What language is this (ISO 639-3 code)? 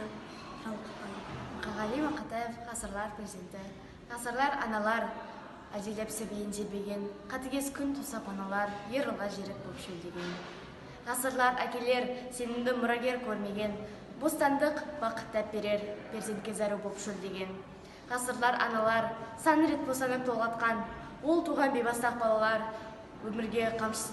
kaz